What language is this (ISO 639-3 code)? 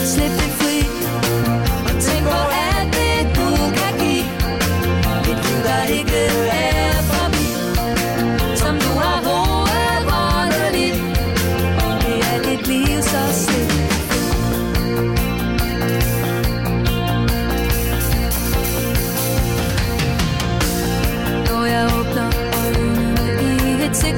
dan